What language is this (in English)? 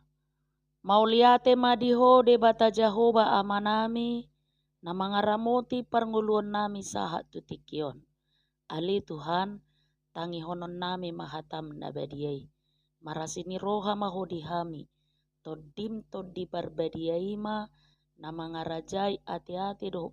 Batak Toba